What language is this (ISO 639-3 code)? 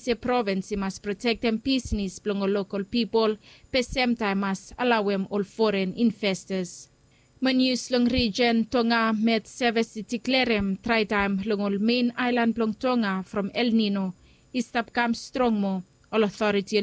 bis